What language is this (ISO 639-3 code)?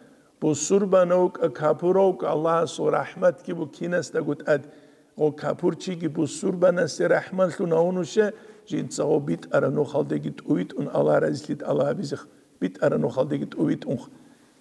ava